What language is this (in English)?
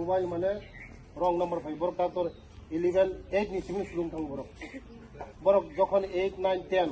Kok Borok